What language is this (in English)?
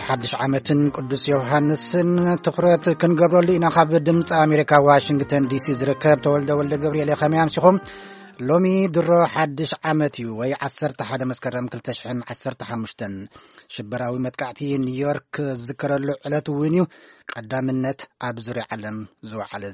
Tigrinya